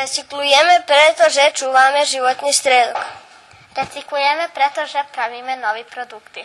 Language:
Rusyn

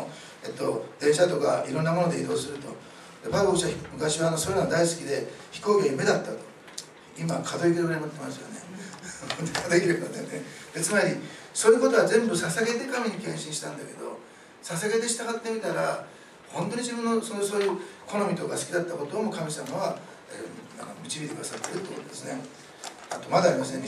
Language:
Japanese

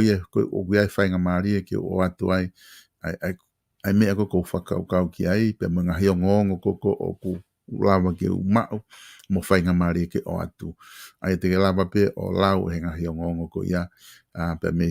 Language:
Tongan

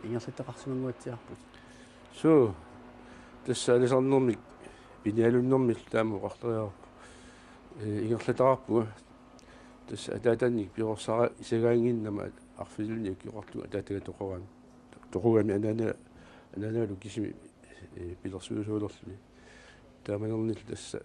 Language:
Kalaallisut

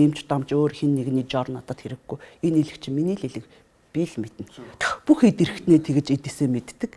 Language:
Mongolian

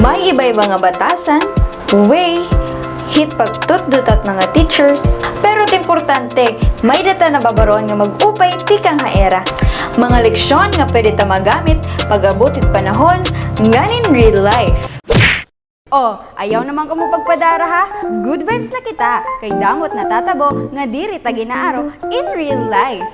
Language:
Waray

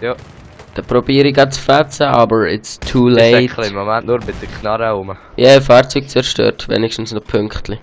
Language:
Swiss German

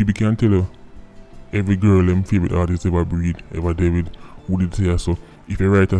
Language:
Jamaican Creole English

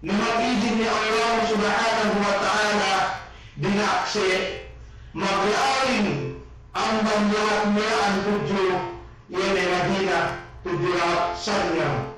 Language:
Yakan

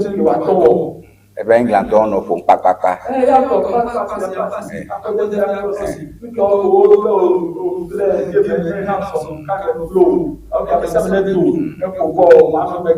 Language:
Ewe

